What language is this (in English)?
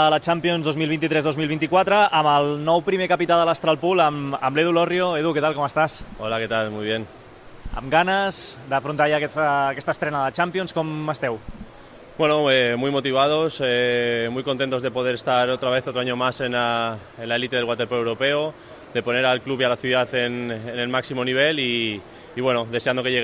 Catalan